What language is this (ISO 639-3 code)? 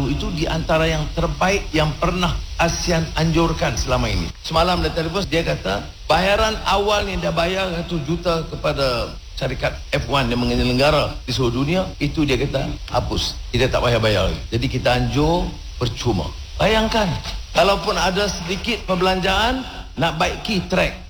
msa